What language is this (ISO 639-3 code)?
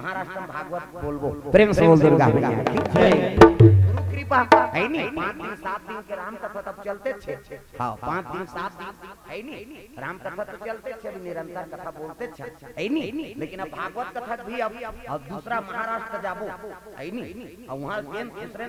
hne